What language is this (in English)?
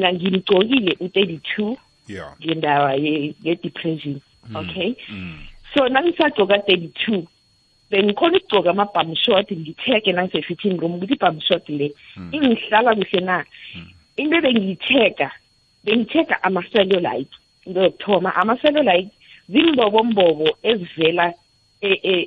South Ndebele